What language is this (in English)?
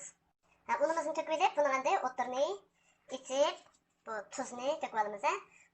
Uyghur